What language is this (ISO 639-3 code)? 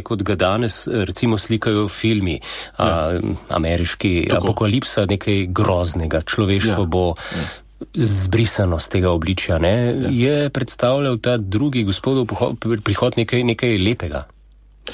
slv